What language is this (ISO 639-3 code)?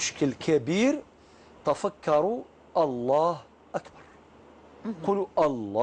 arq